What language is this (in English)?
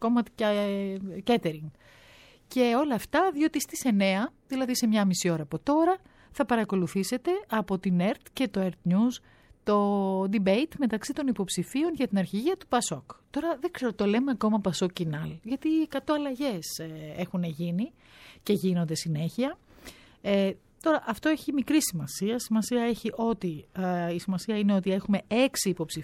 Greek